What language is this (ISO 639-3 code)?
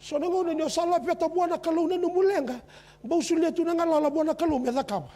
fij